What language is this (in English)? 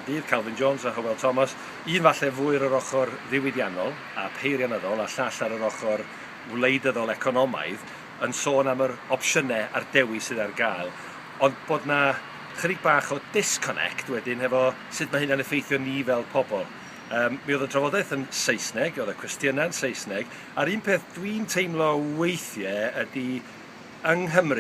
Welsh